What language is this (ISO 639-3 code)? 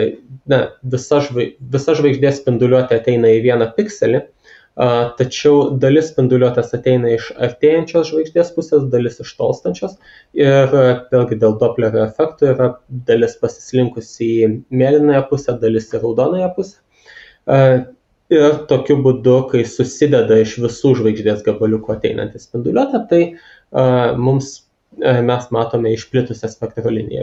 lit